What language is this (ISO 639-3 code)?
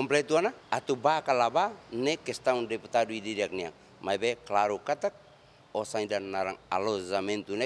tet